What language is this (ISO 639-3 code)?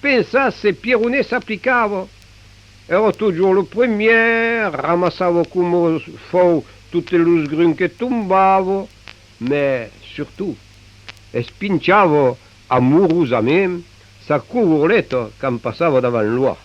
oci